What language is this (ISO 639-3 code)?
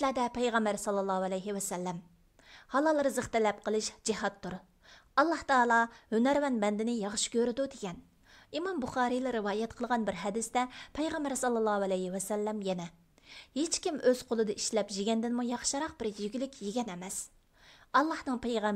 uig